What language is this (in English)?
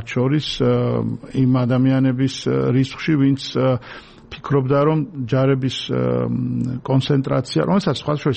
Georgian